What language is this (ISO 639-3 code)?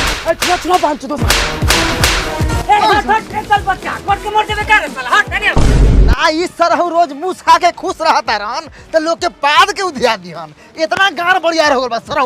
bho